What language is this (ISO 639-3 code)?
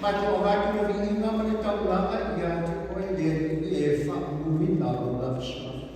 smo